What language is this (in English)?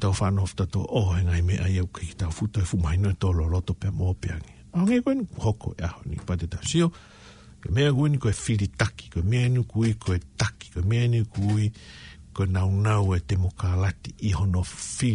Tongan